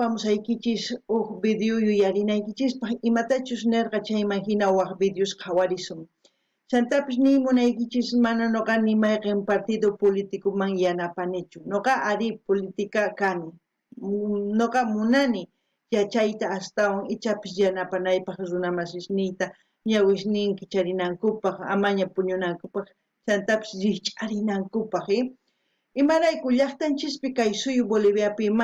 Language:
South Bolivian Quechua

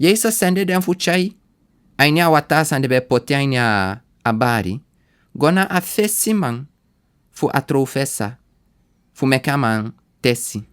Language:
Sranan Tongo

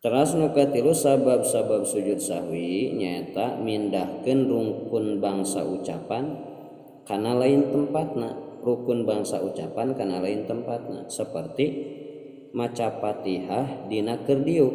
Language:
Sundanese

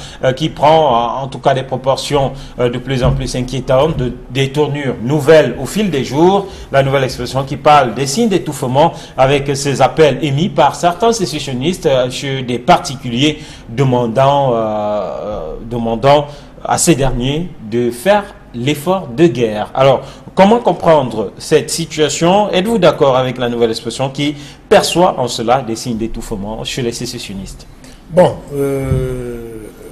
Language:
French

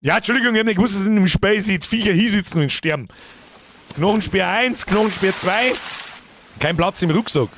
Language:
Bavarian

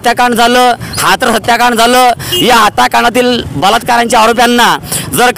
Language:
Marathi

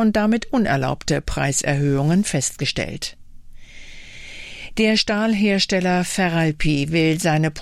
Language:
German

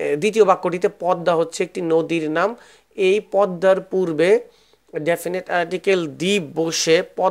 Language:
Bangla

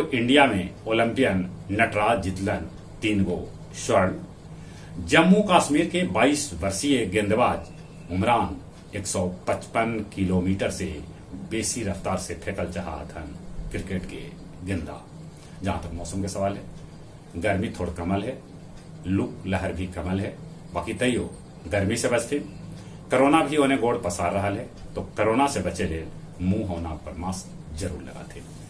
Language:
Magahi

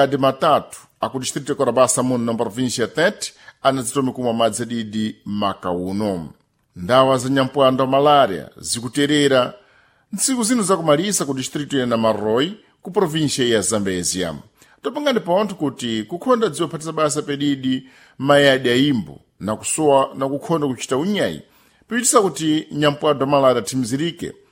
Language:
Sena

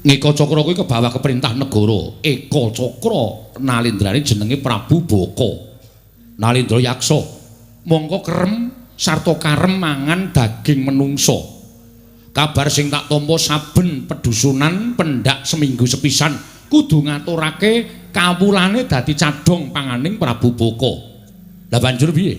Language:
Javanese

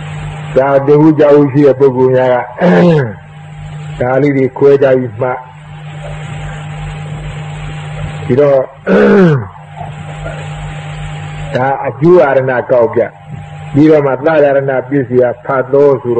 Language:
Burmese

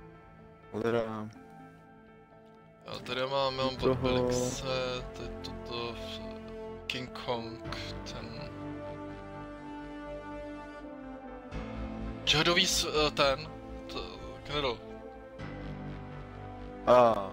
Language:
Czech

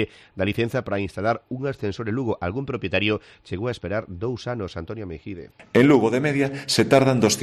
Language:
Galician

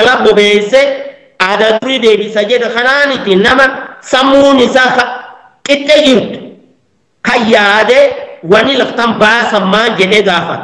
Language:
Oromo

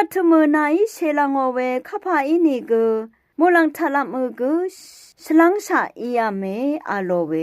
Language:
Rawang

